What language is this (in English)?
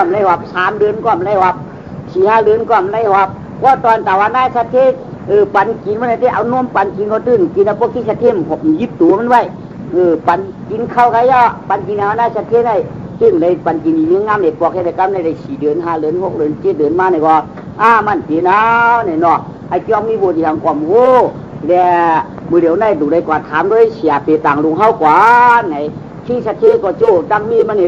Shan